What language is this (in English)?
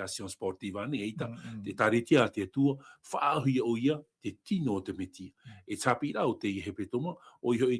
Tahitian